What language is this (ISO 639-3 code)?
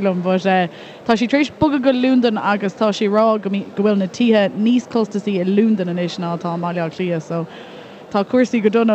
gle